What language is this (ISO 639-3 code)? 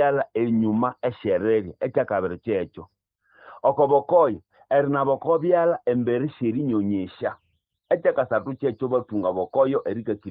nnb